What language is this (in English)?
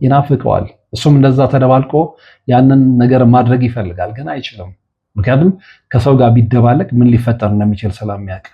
Amharic